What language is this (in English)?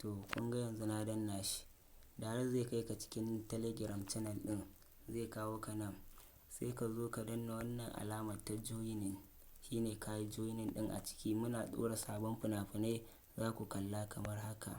Hausa